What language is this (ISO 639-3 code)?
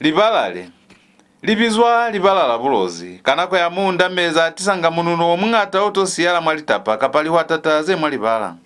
loz